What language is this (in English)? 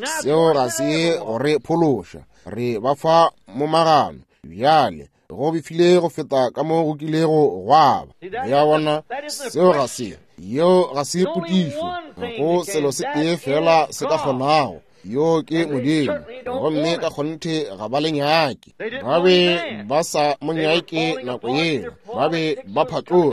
Northern Sotho